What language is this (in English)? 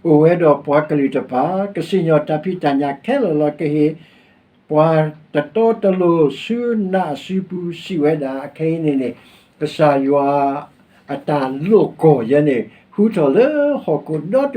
S'gaw Karen